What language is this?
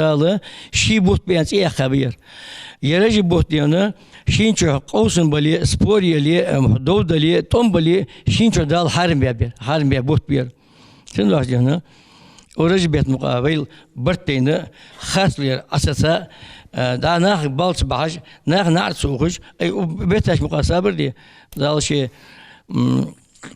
Ingush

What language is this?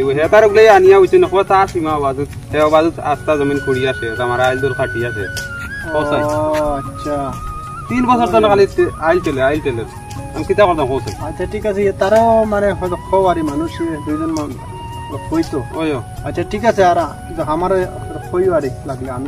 Sylheti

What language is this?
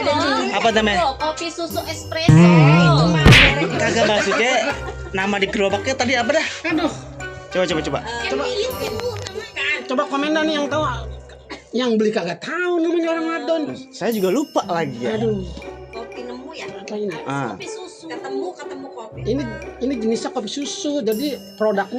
Betawi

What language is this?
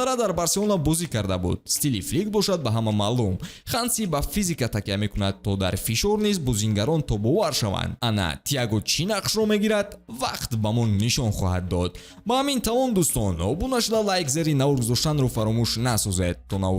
Tajik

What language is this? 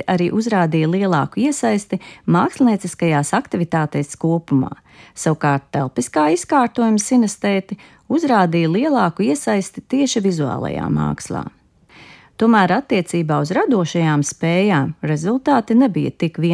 Latvian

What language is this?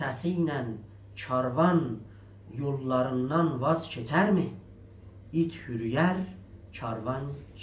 South Azerbaijani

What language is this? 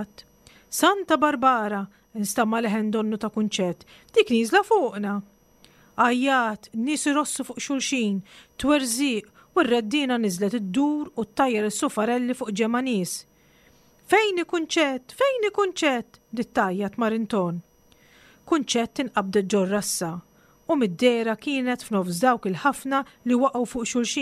Maltese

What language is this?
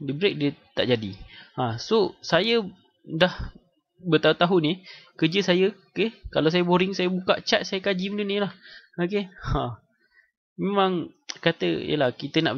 Malay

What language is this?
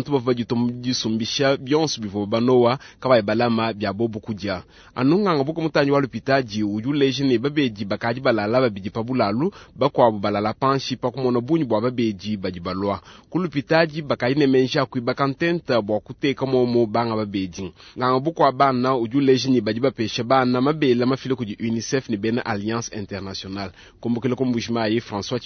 Luba-Lulua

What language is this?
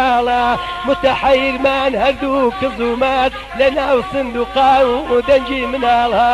Central Kurdish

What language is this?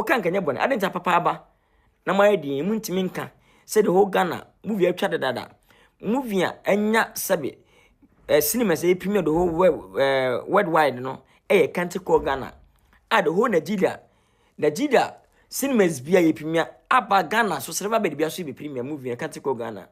Akan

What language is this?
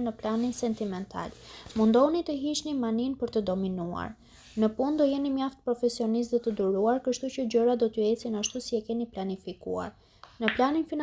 Albanian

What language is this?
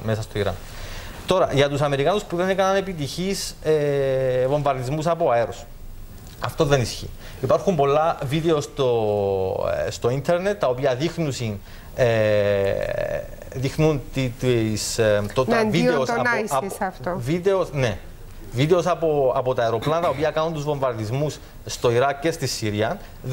Greek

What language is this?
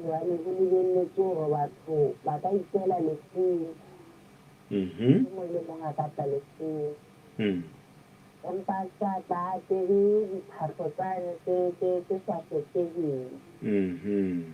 Southern Sotho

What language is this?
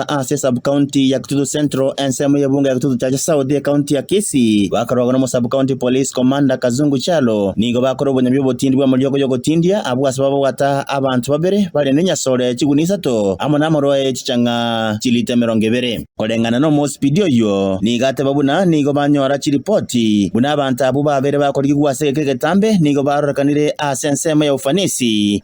Gusii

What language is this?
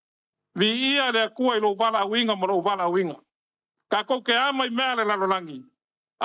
Samoan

